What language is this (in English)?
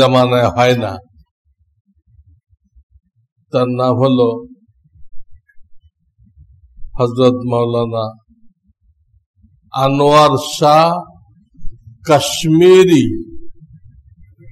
Bangla